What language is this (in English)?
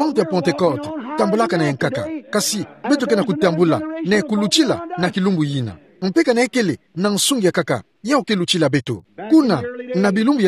Kituba (Democratic Republic of Congo)